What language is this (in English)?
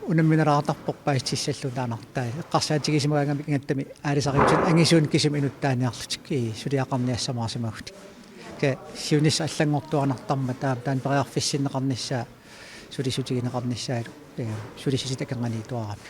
Kalaallisut